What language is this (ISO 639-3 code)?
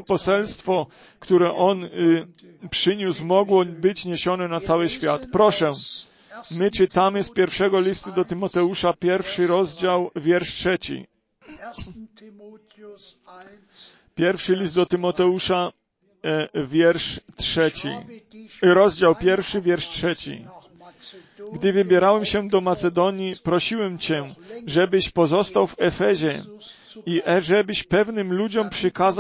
pol